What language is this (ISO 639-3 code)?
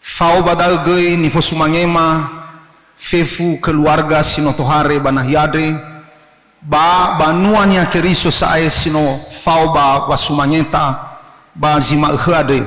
nia